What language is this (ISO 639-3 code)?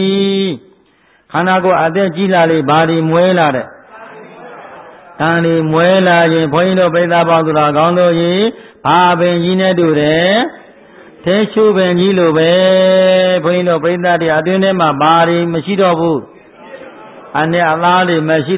mya